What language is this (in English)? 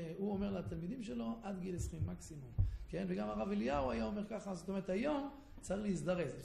Hebrew